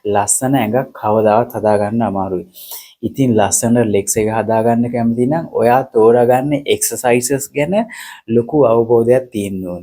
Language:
Sinhala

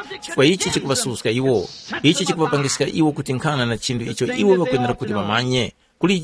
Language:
Tumbuka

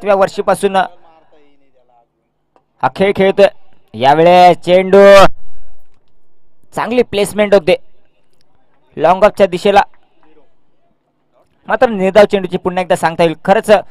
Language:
Marathi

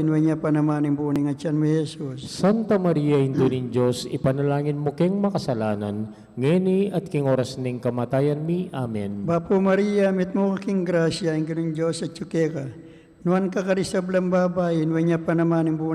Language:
Pampanga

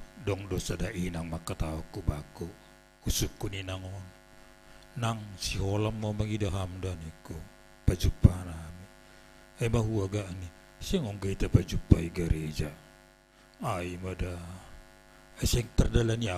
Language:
Batak Simalungun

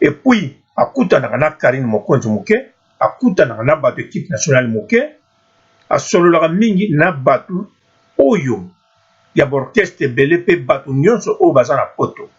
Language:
Lingala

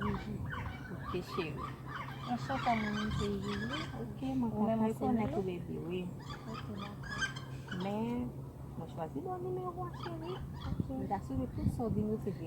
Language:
Haitian Creole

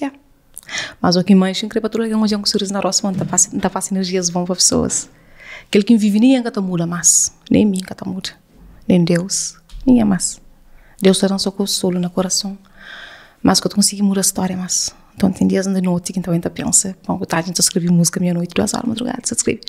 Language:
Kabuverdianu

